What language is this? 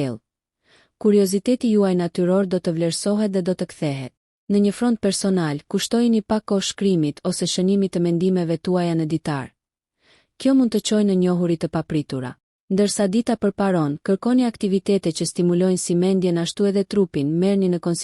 Albanian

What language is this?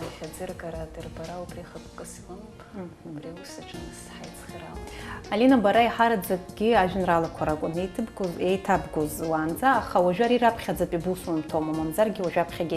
Abkhazian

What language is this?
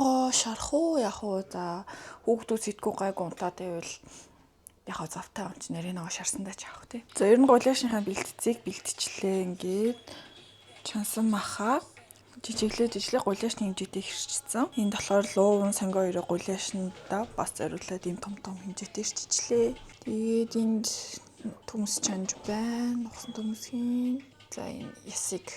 Mongolian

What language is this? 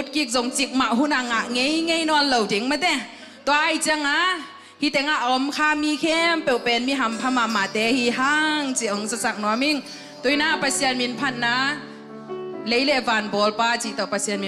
Tedim Chin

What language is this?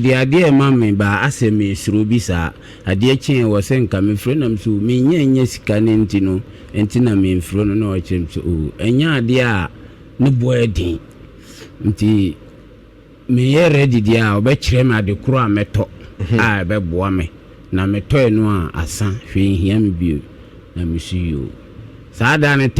Akan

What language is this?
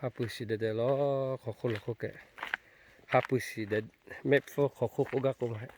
Lahu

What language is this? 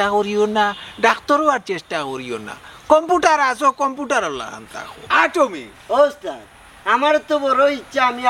Sylheti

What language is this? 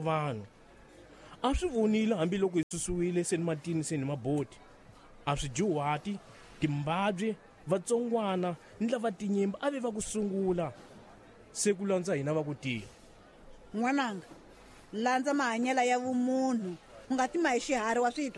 Tsonga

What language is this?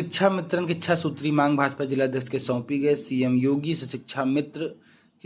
Awadhi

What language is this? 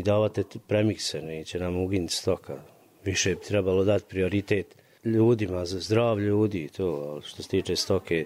Bosnian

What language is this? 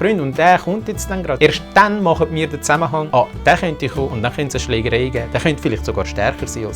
Swiss German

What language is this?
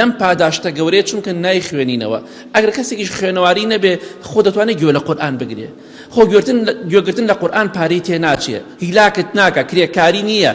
Central Kurdish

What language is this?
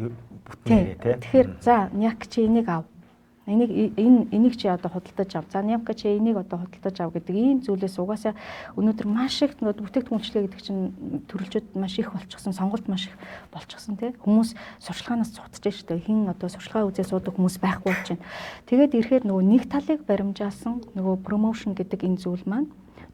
Mongolian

